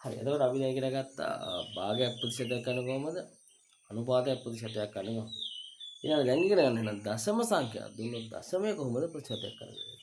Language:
Sinhala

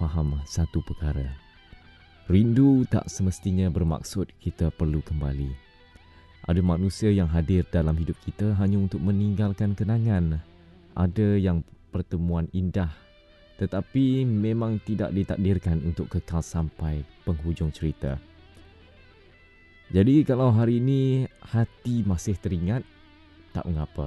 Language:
Malay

